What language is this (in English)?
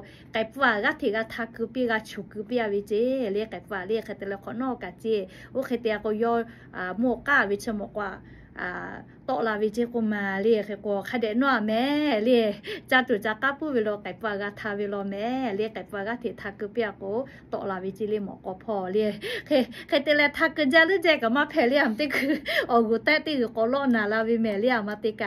Lahu